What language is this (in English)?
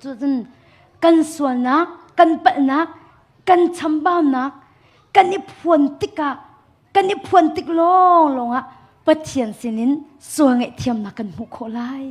Hakha Chin